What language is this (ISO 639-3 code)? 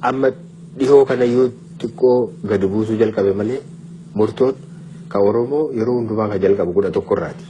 orm